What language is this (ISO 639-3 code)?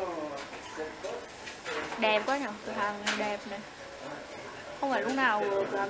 vie